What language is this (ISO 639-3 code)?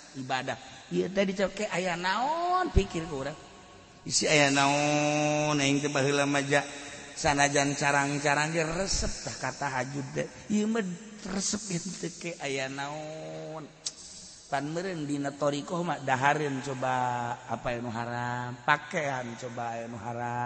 sun